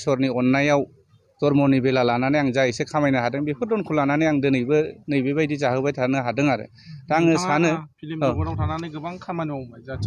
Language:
Bodo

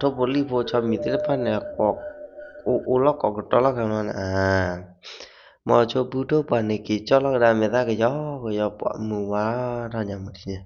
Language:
S'gaw Karen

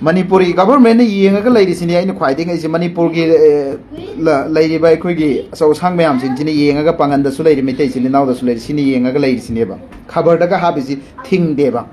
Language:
Manipuri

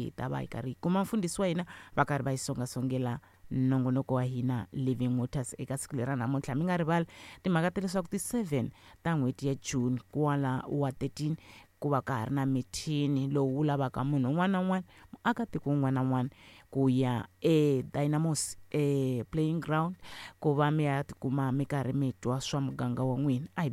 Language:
Tsonga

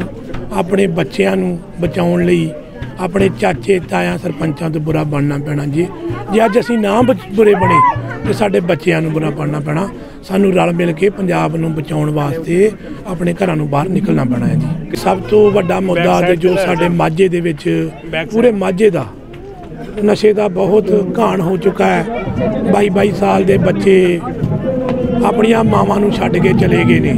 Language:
Punjabi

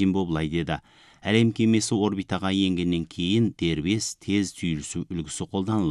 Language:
Kazakh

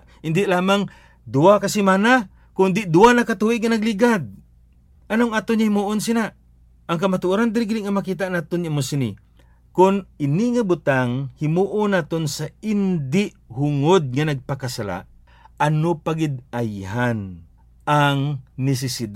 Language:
Hiligaynon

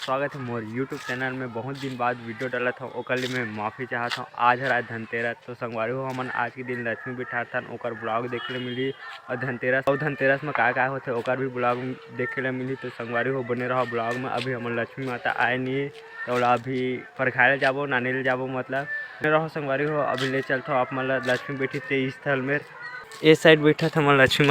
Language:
Chhattisgarhi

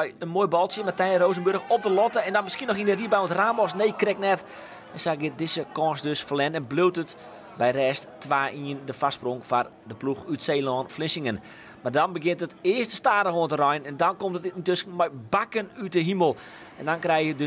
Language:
Western Frisian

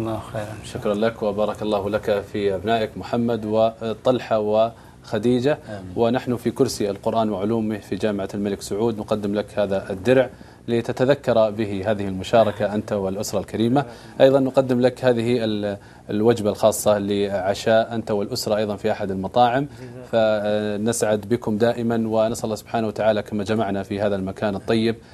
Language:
Arabic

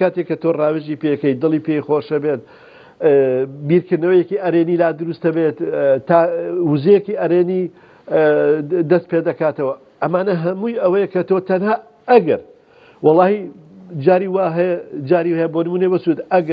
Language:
Central Kurdish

